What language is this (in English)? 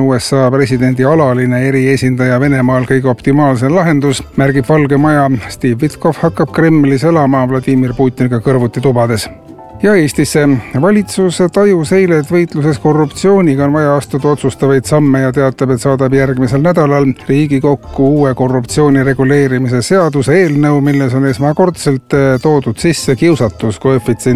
Estonian